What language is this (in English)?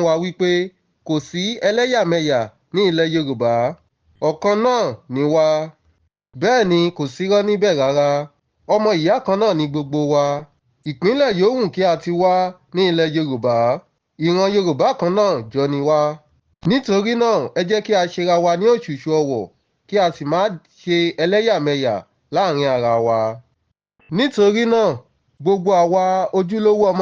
Yoruba